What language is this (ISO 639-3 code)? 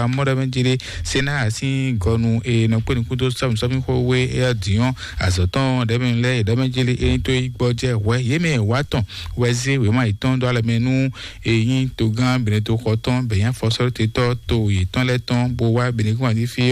fon